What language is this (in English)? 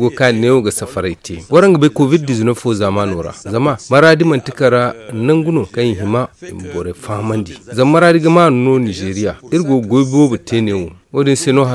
Zarma